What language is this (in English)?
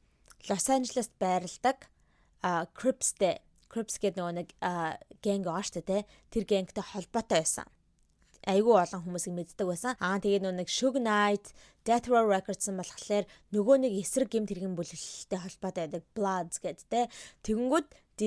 Mongolian